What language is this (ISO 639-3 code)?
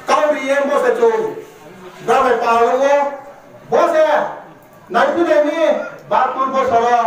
trp